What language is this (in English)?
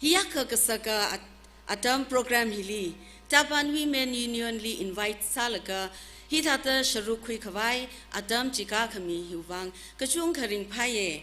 Tangkhul Naga (India)